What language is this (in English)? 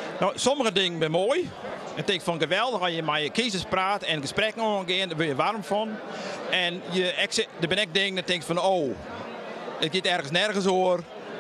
Western Frisian